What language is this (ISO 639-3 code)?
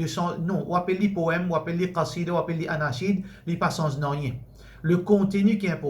mfe